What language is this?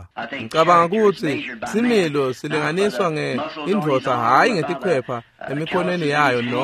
Swati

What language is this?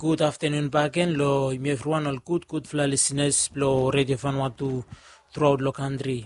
Bislama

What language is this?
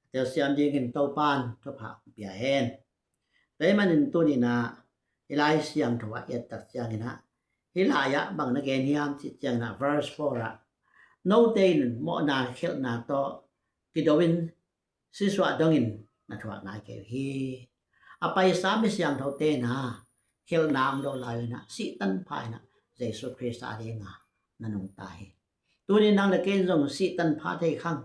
Tedim Chin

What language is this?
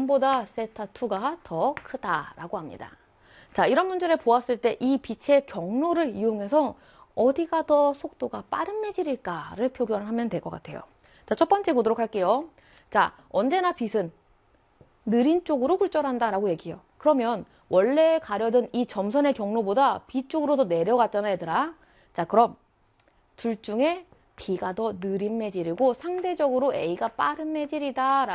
Korean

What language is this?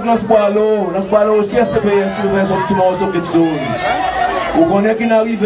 Seselwa Creole French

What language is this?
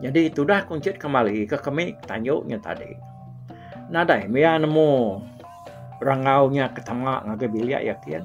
Iban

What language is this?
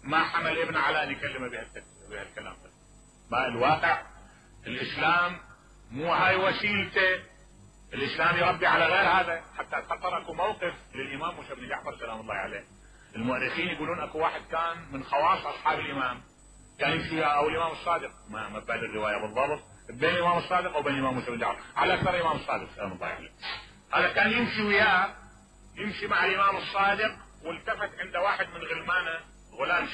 Mesopotamian Arabic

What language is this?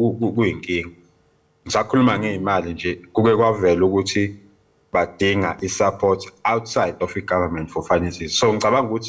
Zulu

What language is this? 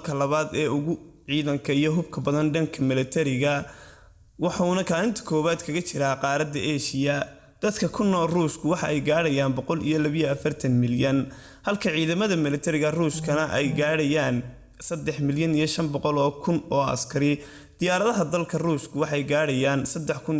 Somali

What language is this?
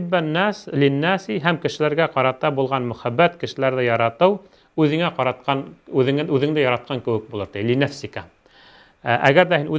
Bashkir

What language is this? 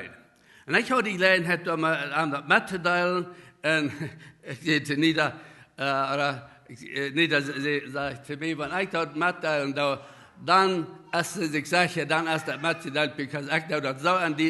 Plautdietsch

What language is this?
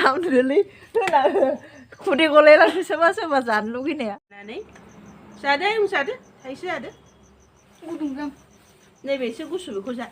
Bodo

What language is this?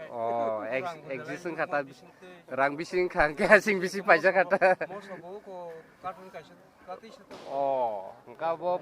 Kok Borok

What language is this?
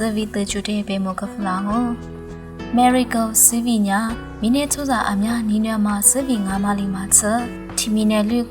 Lisu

